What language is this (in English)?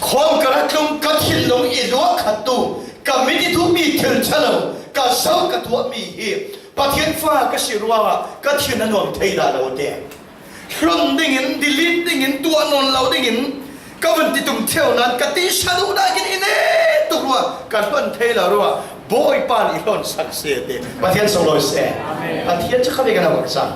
Falam Chin